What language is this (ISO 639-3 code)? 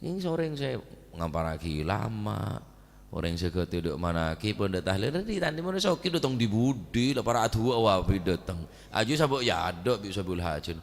mad